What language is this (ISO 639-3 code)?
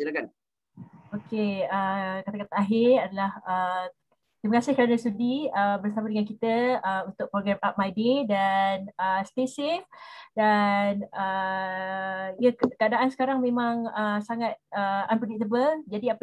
msa